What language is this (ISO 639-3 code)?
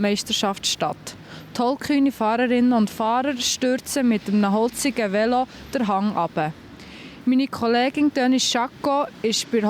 gsw